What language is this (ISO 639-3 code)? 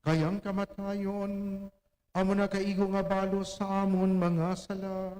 hil